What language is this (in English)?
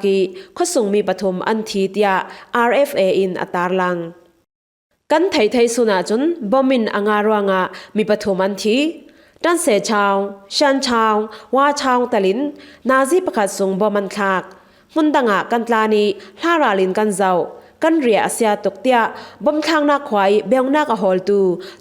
Falam Chin